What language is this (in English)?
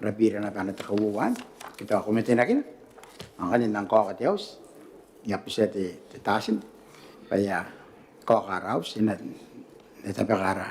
Gilbertese